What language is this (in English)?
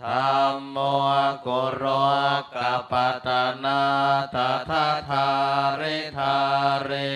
Pali